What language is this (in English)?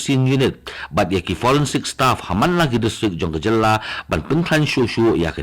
Khasi